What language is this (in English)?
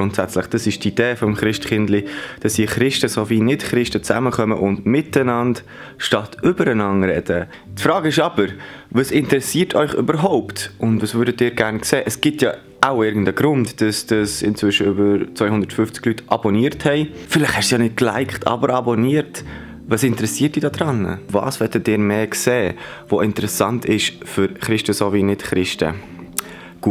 Swiss German